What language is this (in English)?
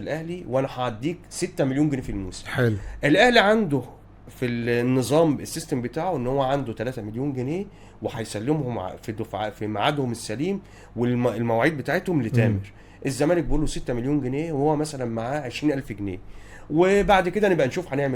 Egyptian Arabic